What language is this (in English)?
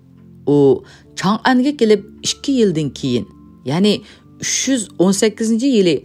Uyghur